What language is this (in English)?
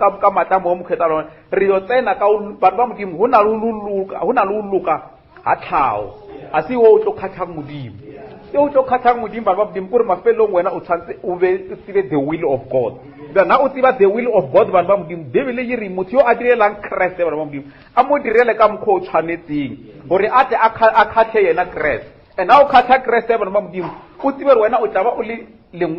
Northern Sotho